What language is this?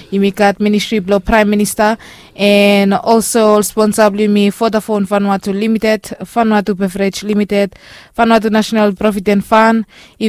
Bislama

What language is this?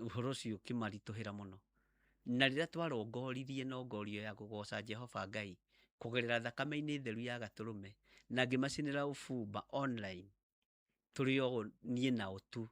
Kikuyu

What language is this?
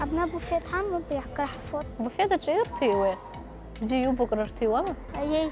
Abkhazian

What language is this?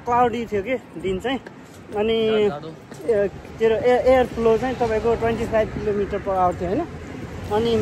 Nepali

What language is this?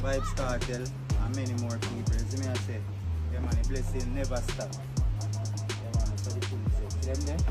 Jamaican Creole English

